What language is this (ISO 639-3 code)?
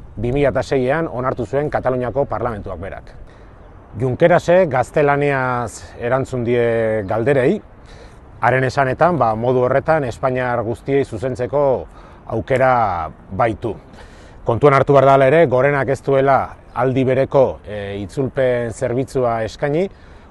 eus